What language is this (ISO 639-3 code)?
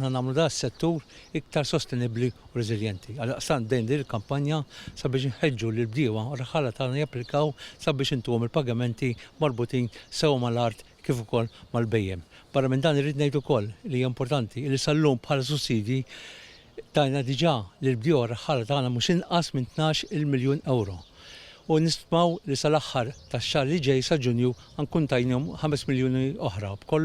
mlt